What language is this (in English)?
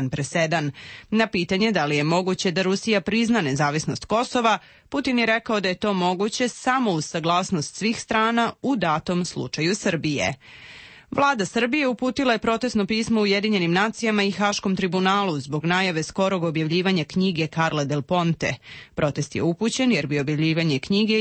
Serbian